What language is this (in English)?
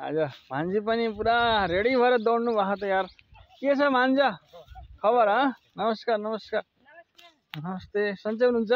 Nepali